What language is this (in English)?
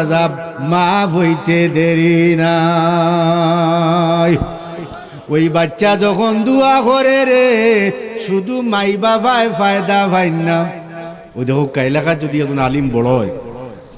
Sylheti